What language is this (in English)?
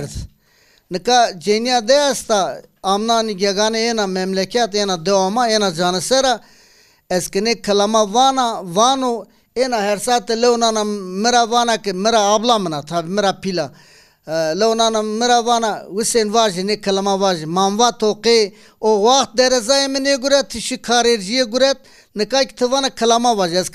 Zaza